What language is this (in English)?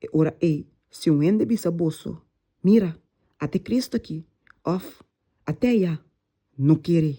Papiamento